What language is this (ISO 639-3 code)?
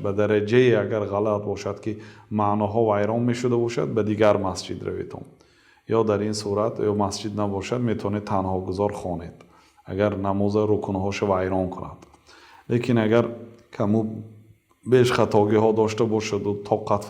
tgk